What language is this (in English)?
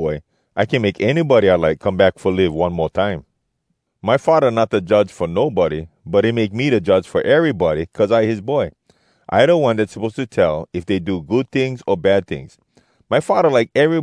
Hawai'i Creole English